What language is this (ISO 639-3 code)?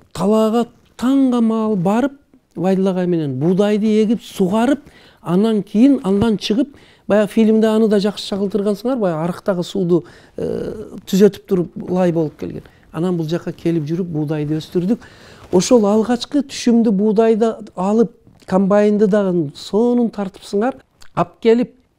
kir